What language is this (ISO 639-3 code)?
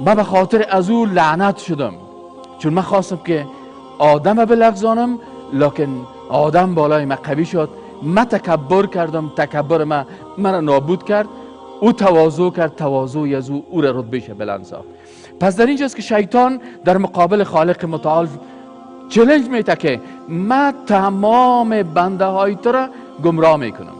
fas